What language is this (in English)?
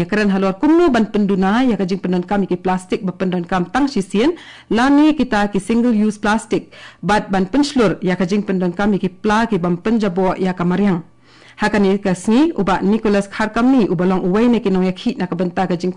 Khasi